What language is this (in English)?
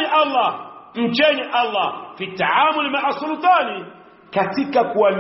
Swahili